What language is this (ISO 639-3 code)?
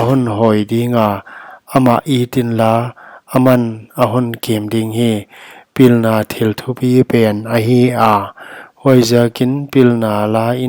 pck